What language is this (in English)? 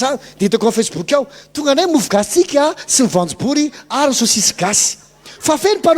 Malagasy